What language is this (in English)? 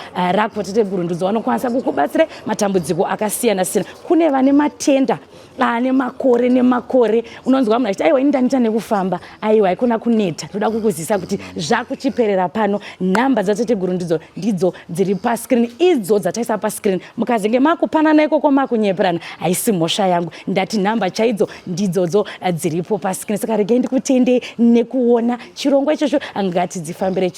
Shona